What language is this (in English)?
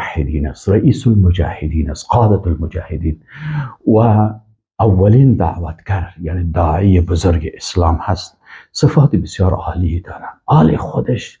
Persian